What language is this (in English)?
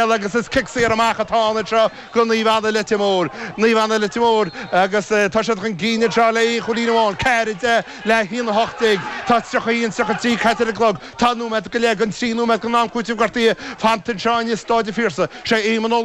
Irish